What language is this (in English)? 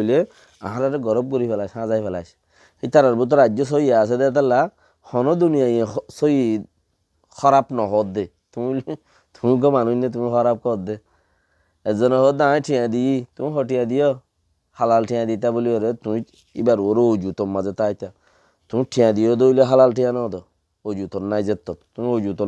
Rohingya